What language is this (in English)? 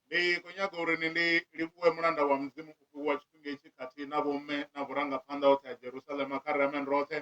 Venda